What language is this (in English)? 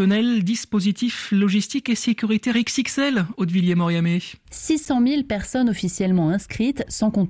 French